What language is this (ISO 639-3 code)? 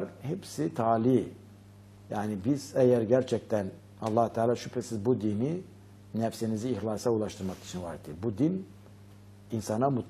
tur